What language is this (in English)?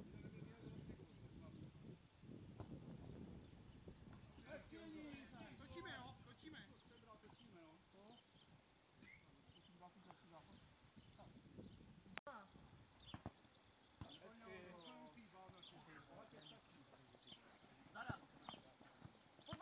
Czech